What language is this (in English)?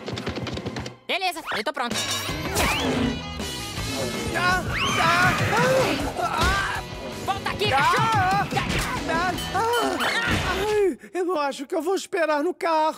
Portuguese